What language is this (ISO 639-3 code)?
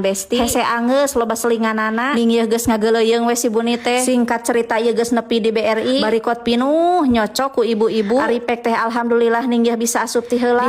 sun